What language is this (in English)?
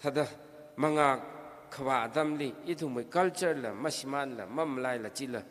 Tangkhul Naga (India)